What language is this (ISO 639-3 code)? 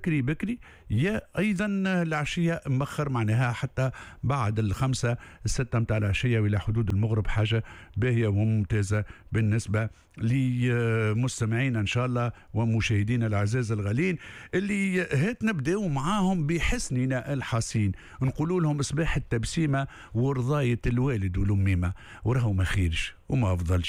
aeb